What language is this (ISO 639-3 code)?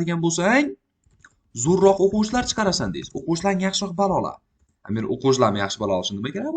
uzb